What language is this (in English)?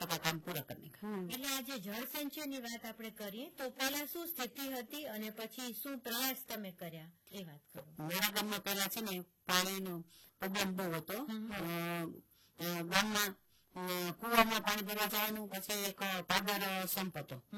Gujarati